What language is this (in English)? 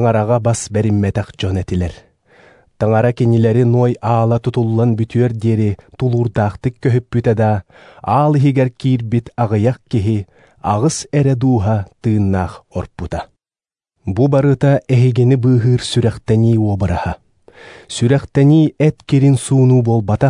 Yakut